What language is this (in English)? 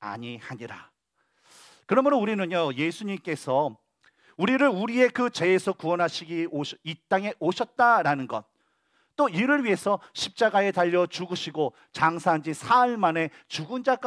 Korean